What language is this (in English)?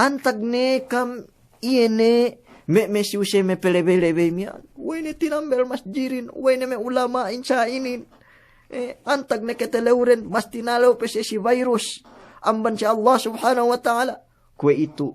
Yakan